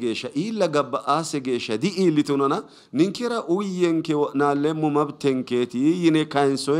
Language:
Sidamo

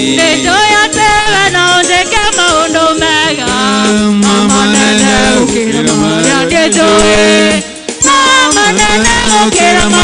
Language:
Kikuyu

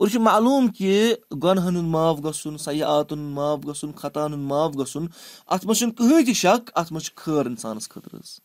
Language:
Kashmiri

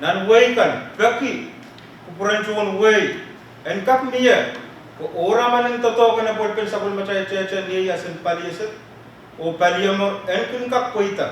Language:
Pohnpeian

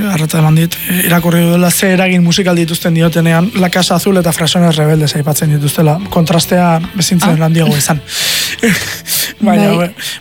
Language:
Basque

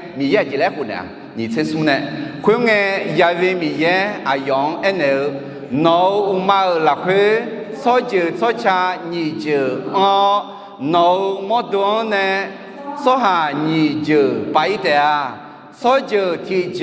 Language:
Akha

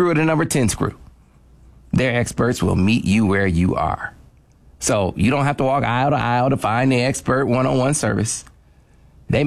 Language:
English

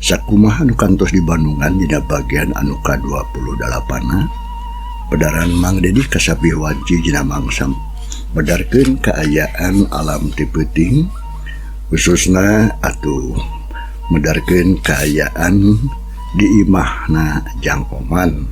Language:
Sundanese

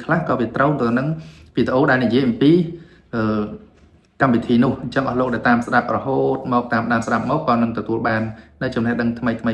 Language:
Khmer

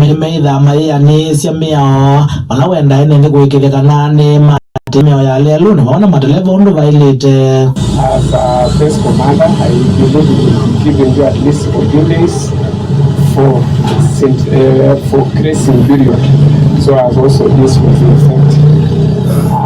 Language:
Kamba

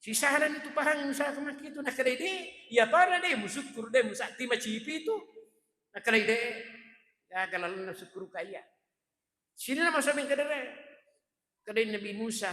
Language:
Buginese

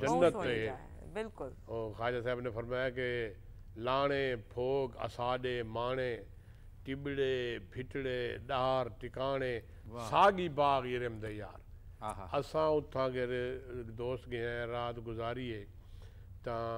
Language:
Saraiki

